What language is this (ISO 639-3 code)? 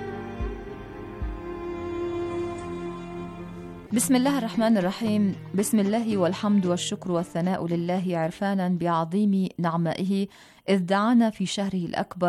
ara